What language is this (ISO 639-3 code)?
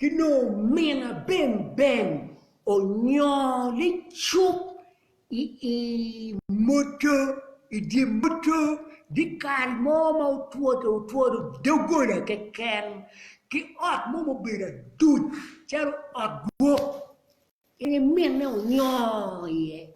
ach